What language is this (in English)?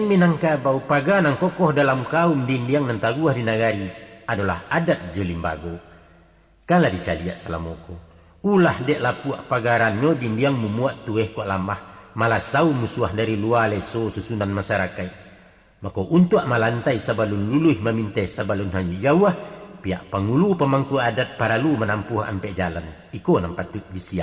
Minangkabau